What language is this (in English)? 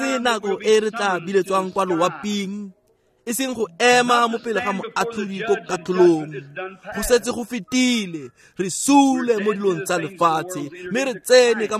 Tswana